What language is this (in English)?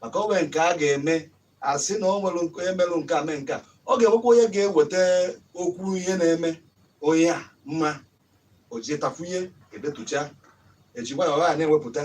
Igbo